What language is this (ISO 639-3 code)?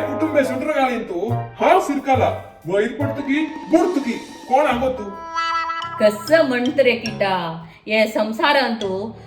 kok